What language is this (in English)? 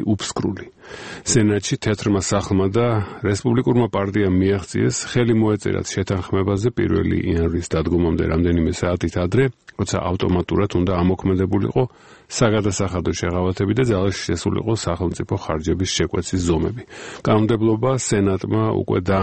Georgian